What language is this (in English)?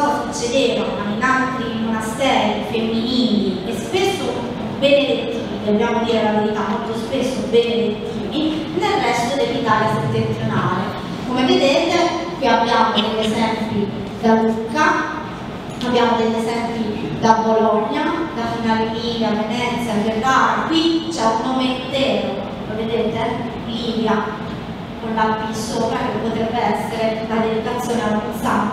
Italian